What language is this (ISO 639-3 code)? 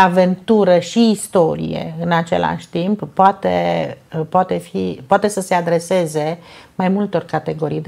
ron